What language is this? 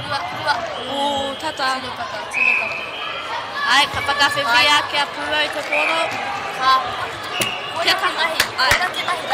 Māori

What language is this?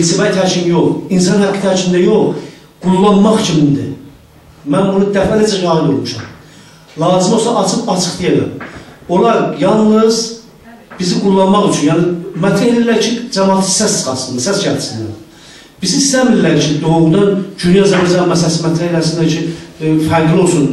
South Azerbaijani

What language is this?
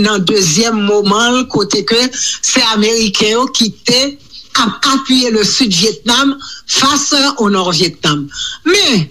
Haitian Creole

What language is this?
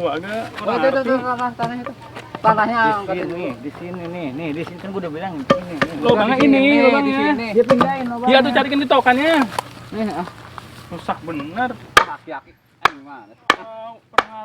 Betawi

